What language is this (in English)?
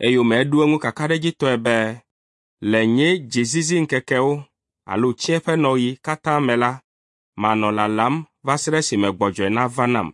Ewe